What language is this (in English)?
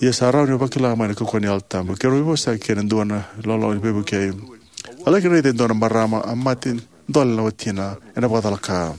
Fijian